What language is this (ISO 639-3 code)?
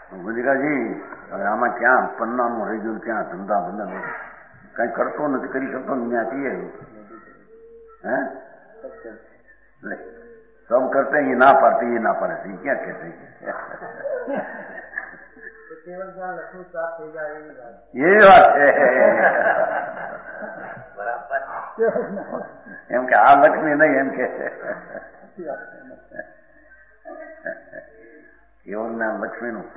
guj